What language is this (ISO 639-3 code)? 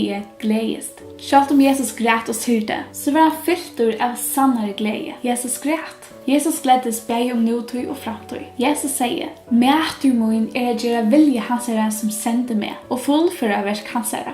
fao